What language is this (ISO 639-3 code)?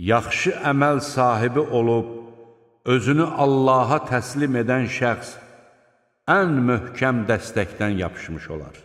aze